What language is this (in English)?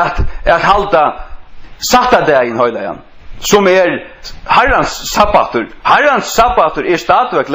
Faroese